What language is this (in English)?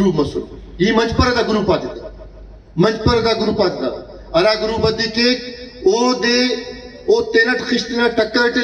Brahui